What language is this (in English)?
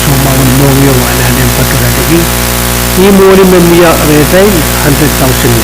Pohnpeian